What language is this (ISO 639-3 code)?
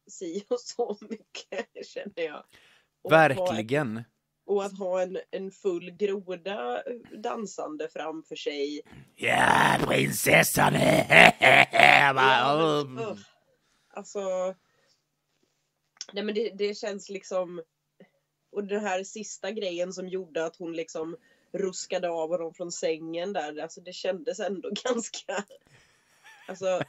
swe